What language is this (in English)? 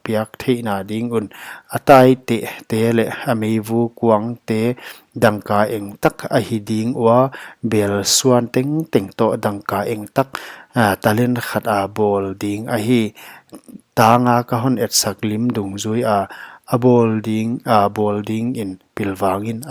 Paite Chin